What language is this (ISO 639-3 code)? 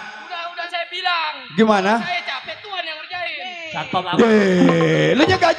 bew